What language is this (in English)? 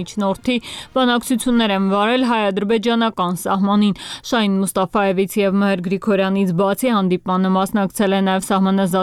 Armenian